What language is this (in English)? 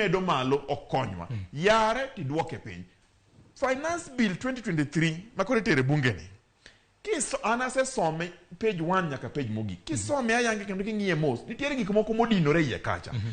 Luo (Kenya and Tanzania)